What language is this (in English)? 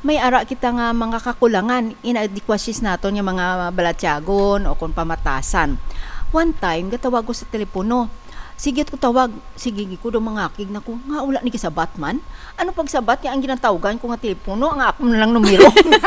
Hiligaynon